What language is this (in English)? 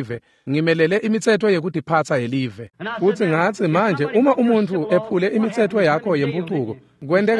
Swati